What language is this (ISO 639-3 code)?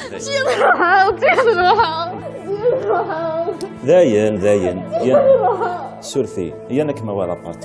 kab